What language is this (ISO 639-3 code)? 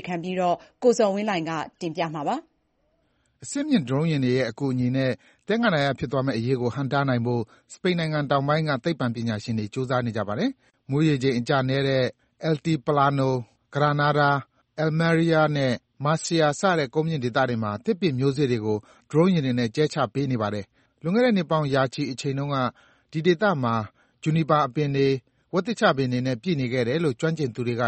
mya